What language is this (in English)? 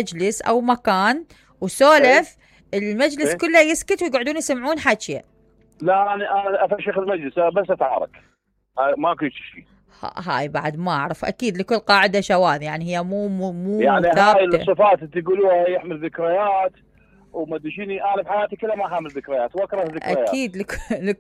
Mesopotamian Arabic